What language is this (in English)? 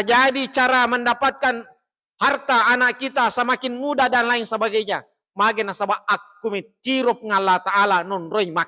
Buginese